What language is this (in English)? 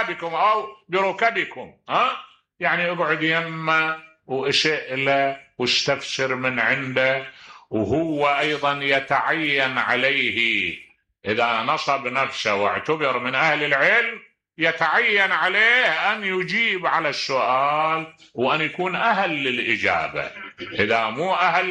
Mesopotamian Arabic